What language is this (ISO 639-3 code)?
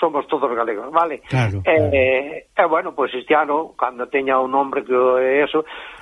glg